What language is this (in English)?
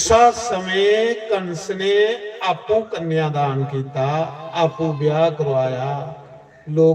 Dogri